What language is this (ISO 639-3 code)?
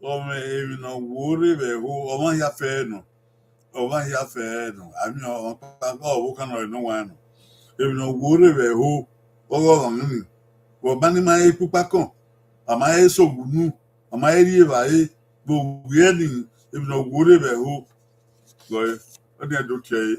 bin